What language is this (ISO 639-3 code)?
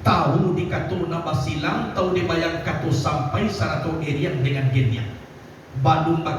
min